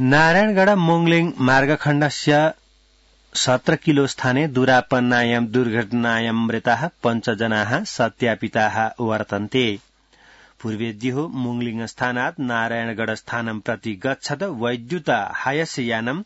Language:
Sanskrit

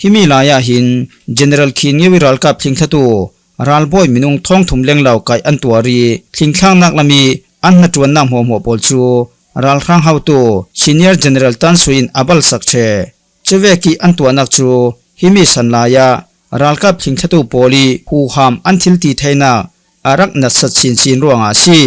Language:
Falam Chin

